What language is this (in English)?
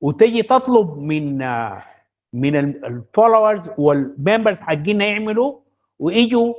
Sudanese Arabic